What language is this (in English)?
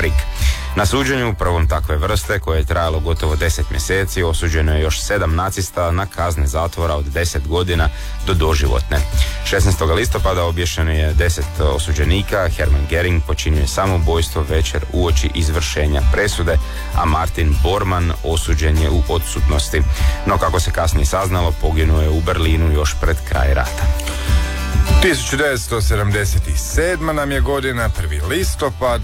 Croatian